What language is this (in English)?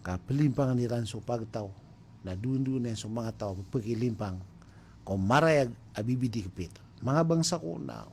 Maranao